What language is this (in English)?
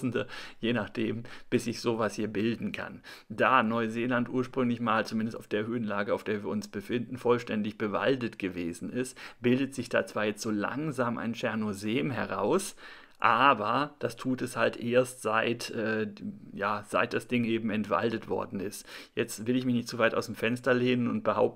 German